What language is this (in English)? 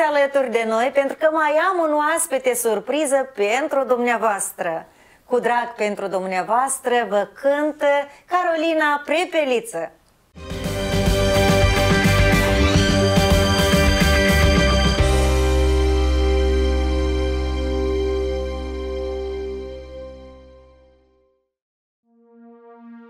Romanian